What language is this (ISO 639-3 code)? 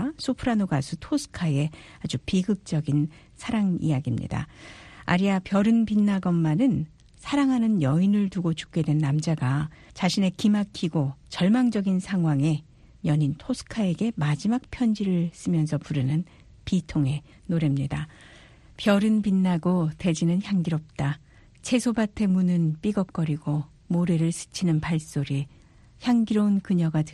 kor